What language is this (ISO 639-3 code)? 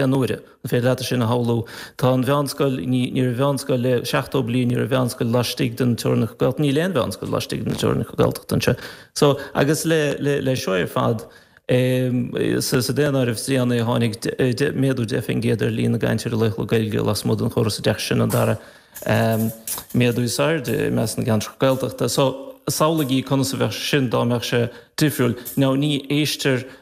gle